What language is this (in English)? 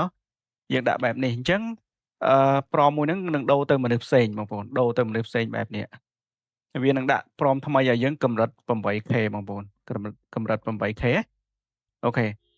Khmer